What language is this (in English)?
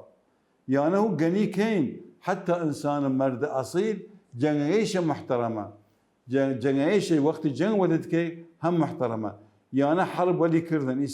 Mesopotamian Arabic